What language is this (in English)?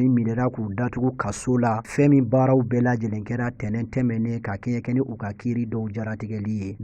Bambara